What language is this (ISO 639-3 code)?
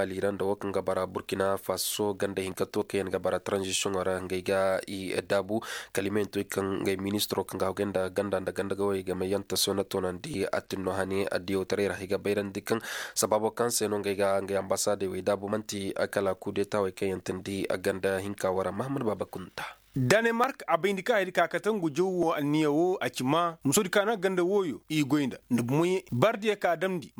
ses